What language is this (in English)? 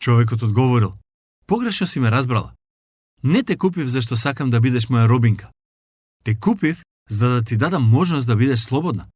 Macedonian